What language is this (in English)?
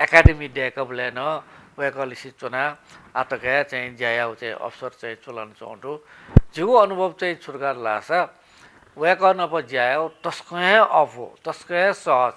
Newari